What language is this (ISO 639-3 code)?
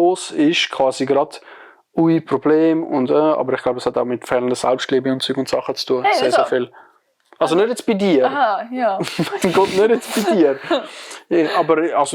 gsw